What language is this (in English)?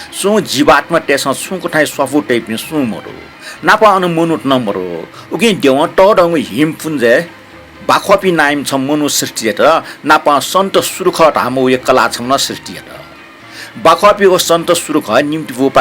Newari